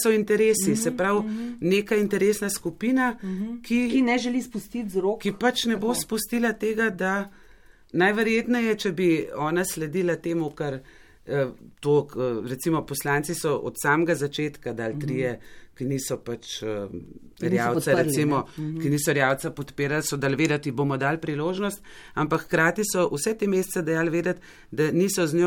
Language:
Slovenian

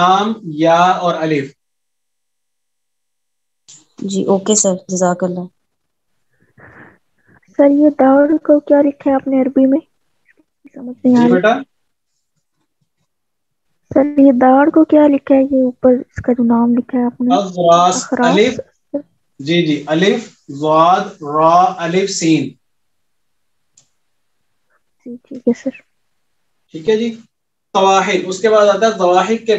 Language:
Urdu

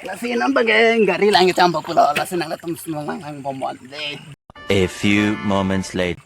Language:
Karbi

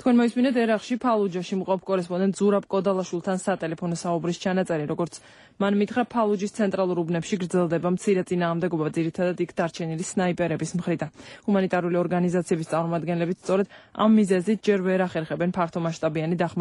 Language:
Georgian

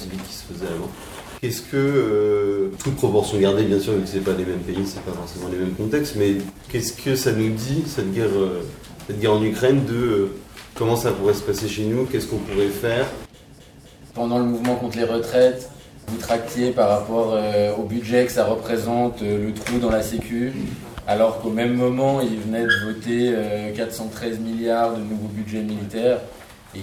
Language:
French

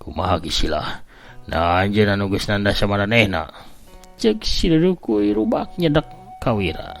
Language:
Sundanese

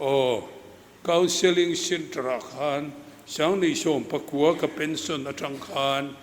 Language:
Mizo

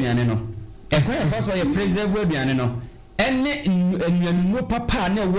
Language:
Akan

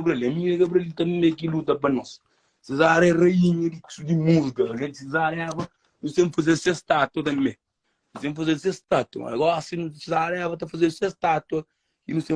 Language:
Kabuverdianu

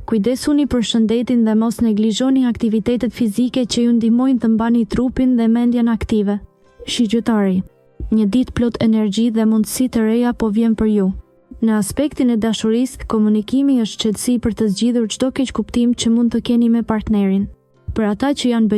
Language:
Albanian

